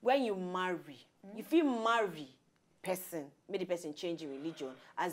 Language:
Nigerian Pidgin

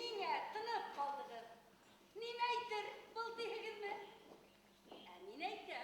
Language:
Bashkir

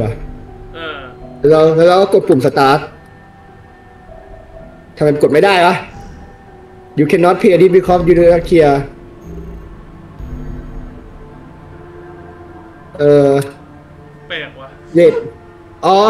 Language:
Thai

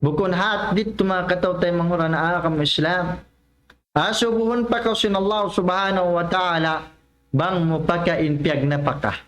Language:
Tausug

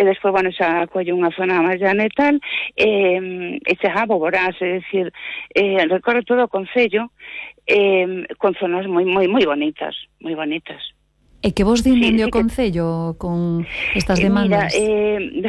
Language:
Galician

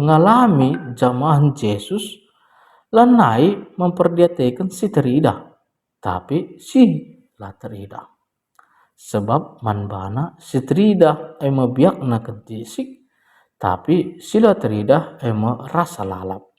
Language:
Batak Karo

